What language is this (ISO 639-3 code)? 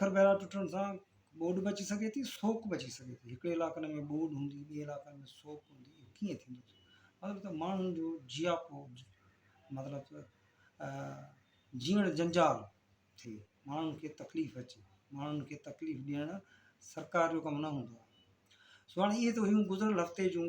snd